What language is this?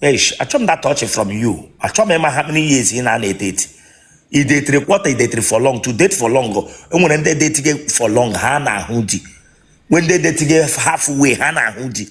Igbo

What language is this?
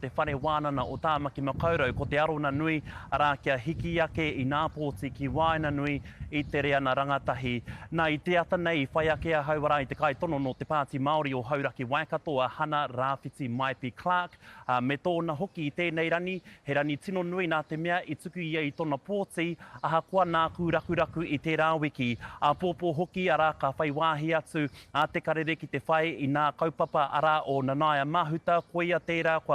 Māori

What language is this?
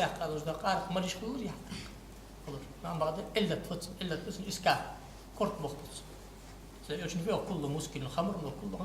Ingush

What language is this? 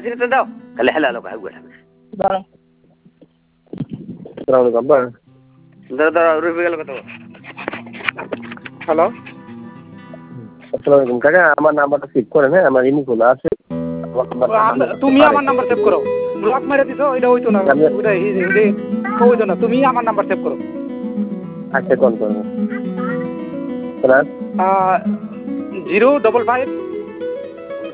Bangla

